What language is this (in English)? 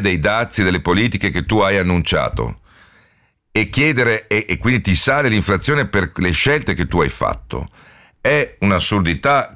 Italian